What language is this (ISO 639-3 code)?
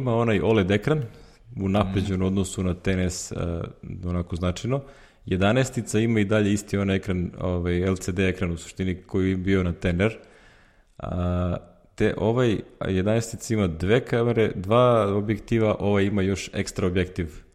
srp